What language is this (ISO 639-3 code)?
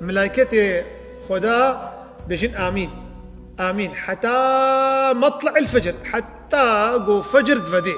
kur